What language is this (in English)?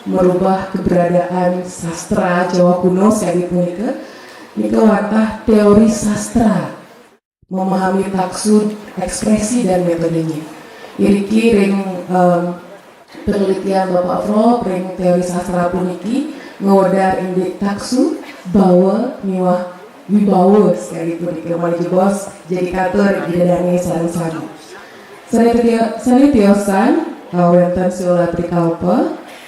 Balinese